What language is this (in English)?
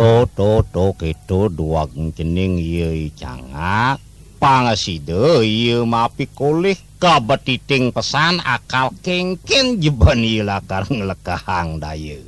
Balinese